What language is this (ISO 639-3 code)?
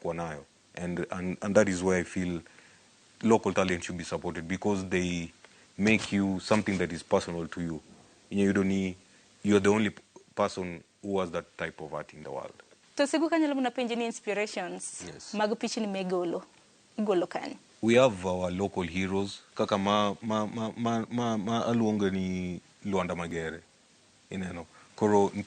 luo